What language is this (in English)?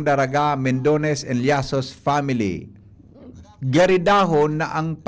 Bikol